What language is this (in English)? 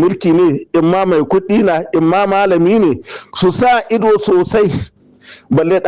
Hausa